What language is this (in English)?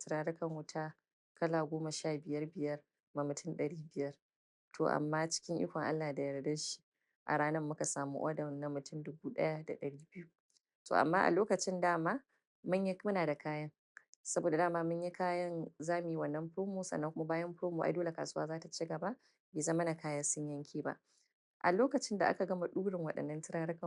Hausa